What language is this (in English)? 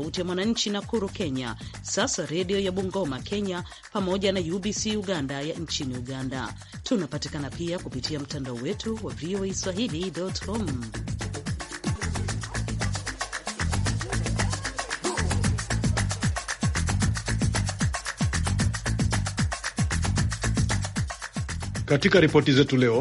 Swahili